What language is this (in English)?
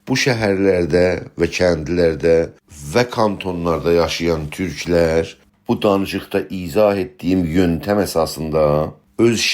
South Azerbaijani